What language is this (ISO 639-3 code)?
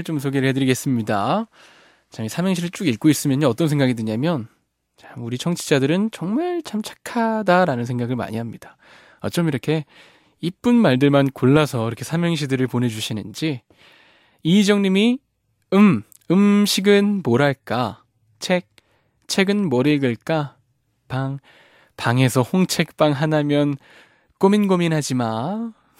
kor